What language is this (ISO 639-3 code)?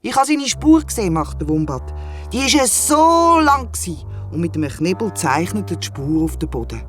gsw